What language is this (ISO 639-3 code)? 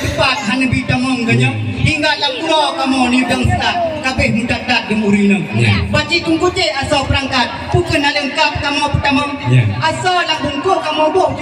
ace